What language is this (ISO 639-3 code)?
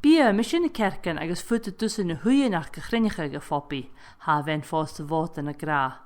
gla